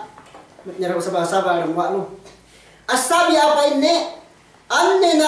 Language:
Yakan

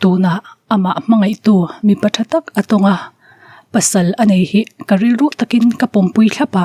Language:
Mizo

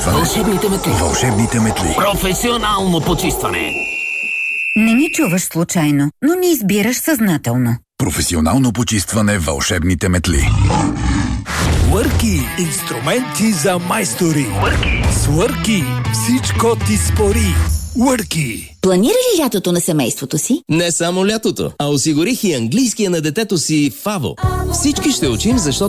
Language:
Bulgarian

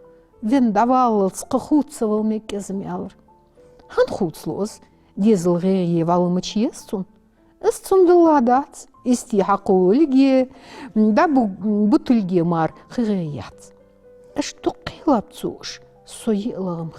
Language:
Ingush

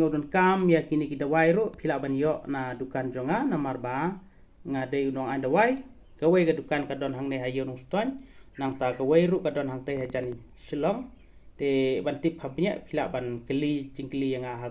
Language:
Khasi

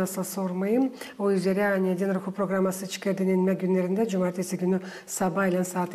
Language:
Gagauz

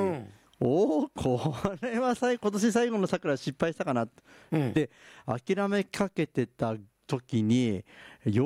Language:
Japanese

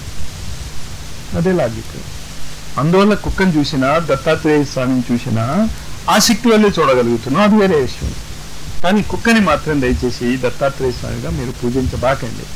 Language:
Telugu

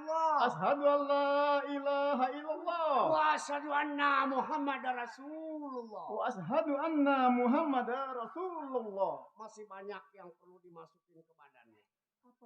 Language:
Betawi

